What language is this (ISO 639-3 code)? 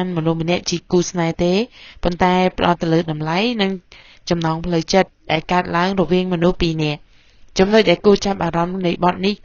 khm